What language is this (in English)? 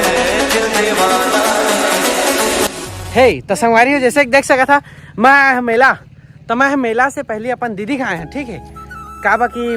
Chhattisgarhi